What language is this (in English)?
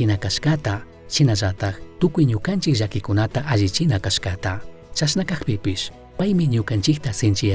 Chimborazo Highland Quichua